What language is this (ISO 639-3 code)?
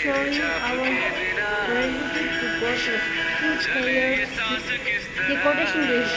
bod